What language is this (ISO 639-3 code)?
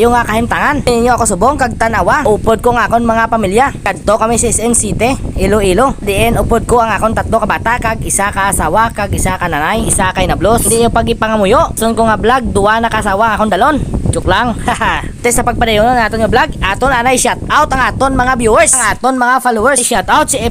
hil